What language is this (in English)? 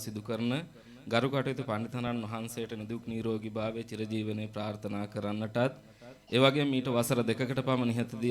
Sinhala